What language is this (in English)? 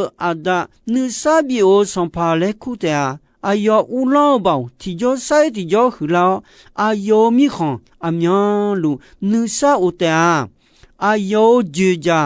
Akha